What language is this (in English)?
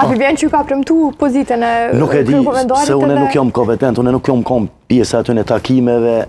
Albanian